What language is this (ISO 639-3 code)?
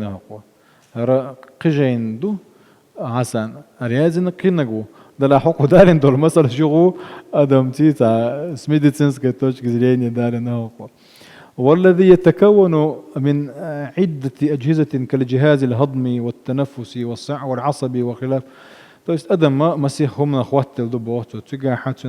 che